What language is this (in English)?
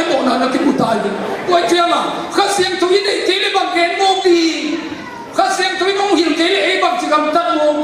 Tedim Chin